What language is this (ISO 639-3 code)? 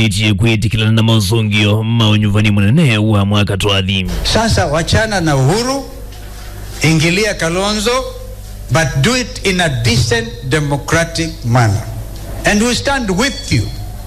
kam